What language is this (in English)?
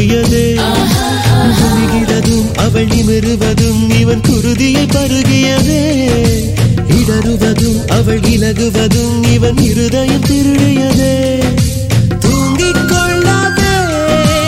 Tamil